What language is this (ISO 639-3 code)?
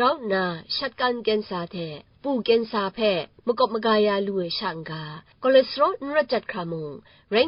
kac